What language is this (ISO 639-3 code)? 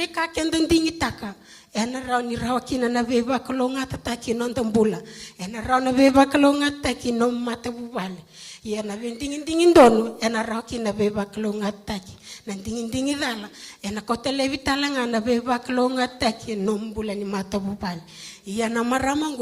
fij